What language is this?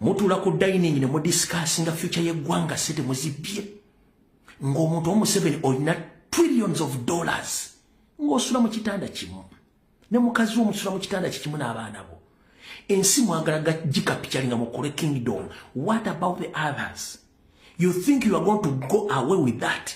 Ganda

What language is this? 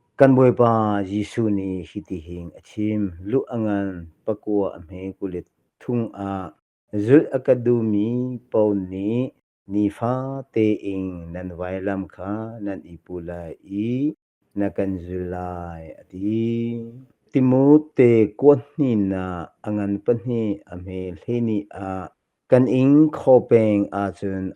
Hakha Chin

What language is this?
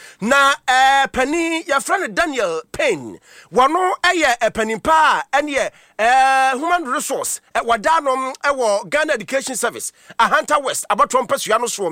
Akan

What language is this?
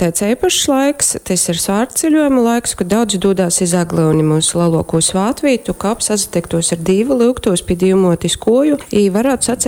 Latgalian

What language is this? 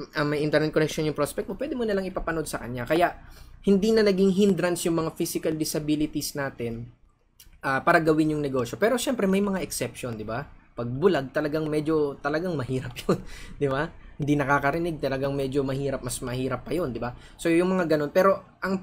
Filipino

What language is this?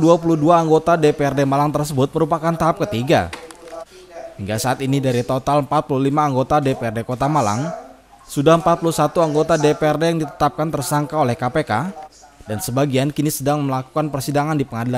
Indonesian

